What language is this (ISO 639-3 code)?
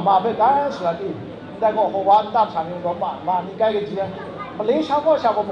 kac